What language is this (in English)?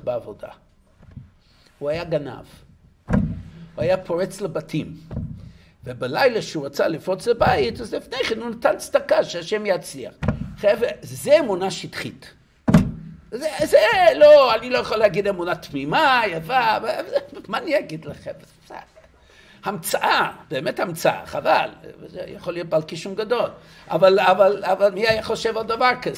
Hebrew